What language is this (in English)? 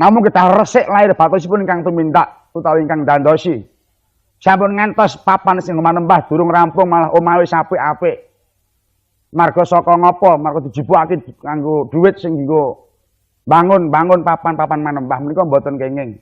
Javanese